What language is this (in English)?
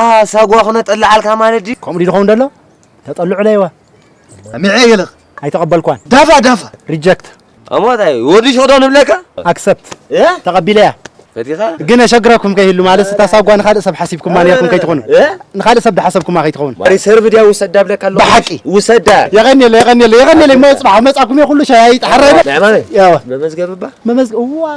Tigrinya